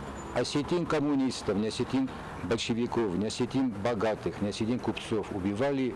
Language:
Ossetic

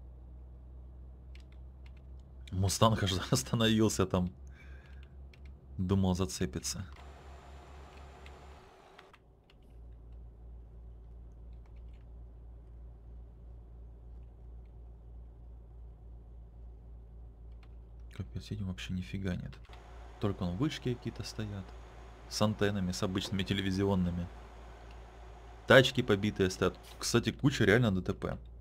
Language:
Russian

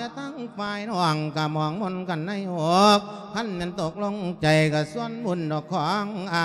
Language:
Lao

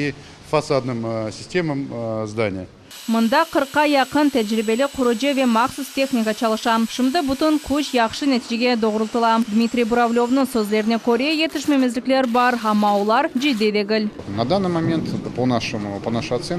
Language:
Crimean Tatar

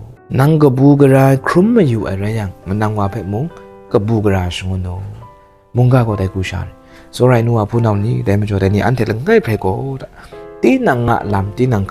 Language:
Kachin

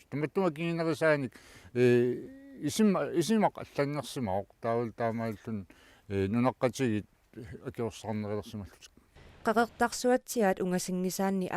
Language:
Kalaallisut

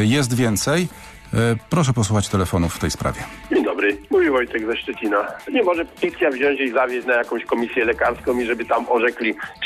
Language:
Polish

